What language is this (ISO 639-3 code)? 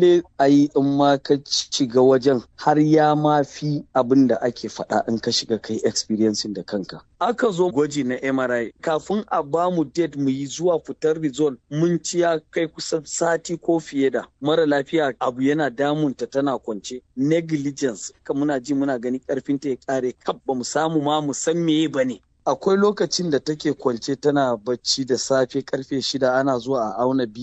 hau